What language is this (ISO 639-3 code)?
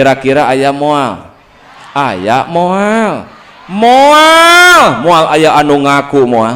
sun